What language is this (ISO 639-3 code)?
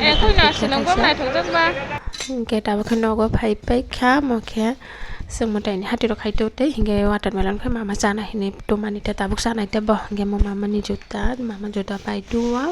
trp